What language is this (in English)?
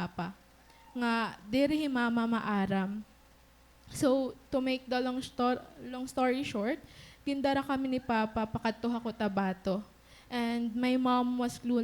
Waray